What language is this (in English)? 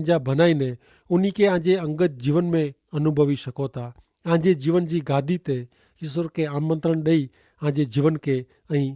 Kachhi